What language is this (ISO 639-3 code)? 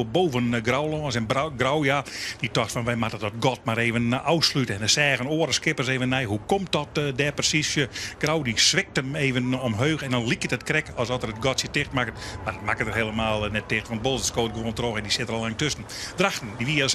fry